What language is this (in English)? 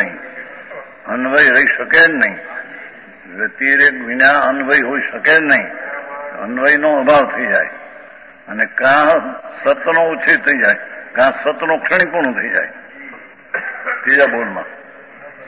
Gujarati